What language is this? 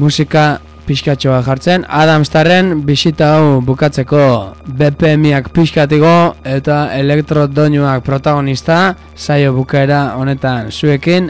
Basque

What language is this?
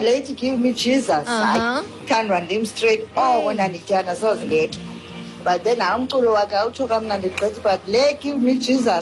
Xhosa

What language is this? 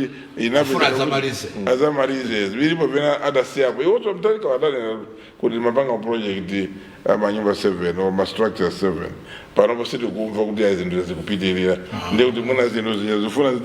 Nyanja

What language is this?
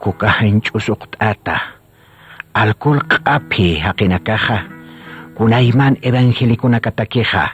Aymara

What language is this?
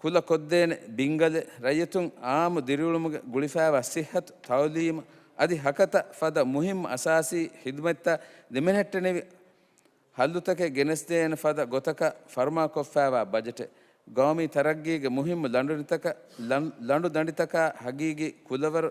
Divehi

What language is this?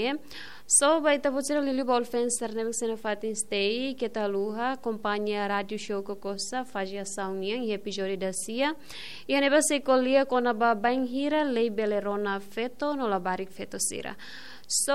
Tetum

